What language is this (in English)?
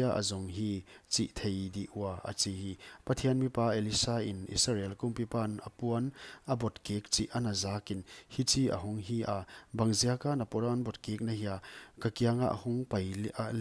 Paite Chin